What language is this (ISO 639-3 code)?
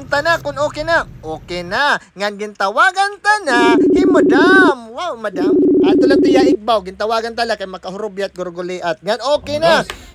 war